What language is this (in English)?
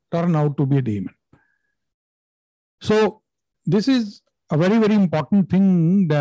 English